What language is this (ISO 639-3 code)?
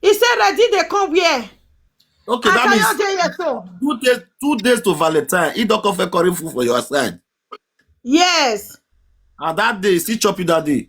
pcm